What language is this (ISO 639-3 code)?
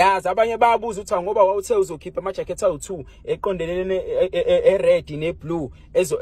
zul